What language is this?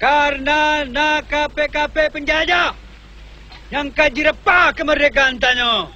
Achinese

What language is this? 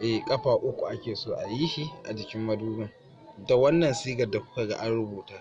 Hausa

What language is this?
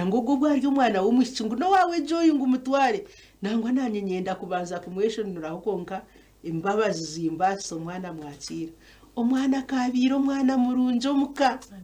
Nyankole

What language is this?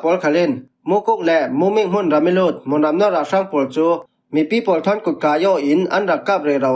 Falam Chin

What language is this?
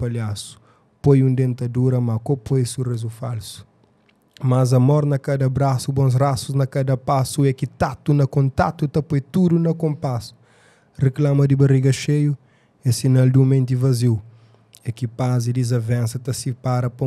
Kabuverdianu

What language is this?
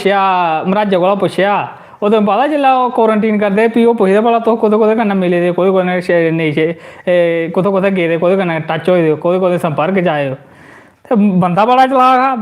Dogri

